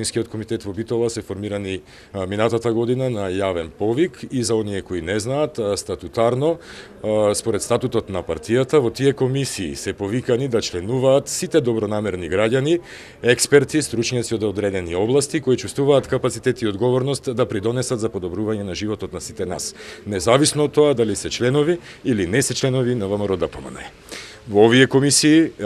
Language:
Macedonian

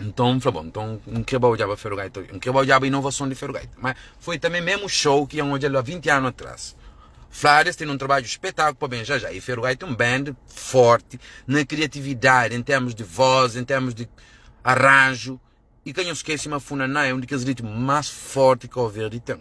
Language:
Kabuverdianu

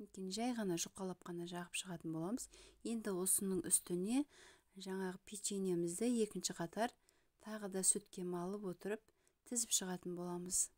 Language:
Kazakh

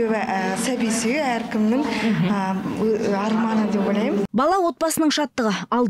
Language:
Kazakh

